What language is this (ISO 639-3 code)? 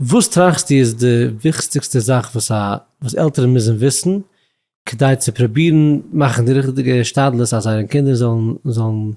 yid